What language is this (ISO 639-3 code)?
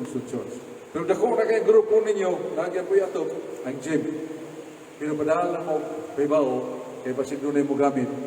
ceb